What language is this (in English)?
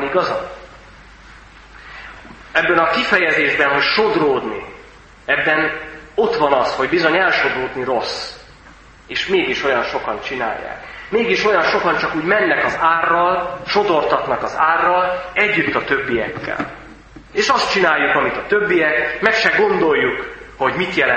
Hungarian